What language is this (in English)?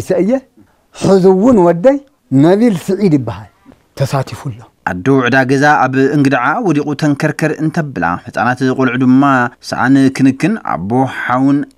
Tigrinya